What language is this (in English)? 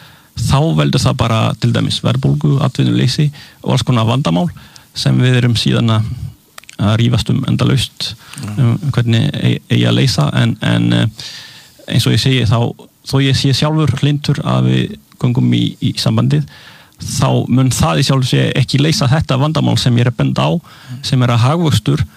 Icelandic